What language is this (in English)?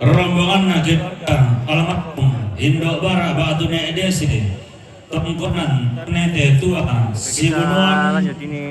Toraja-Sa'dan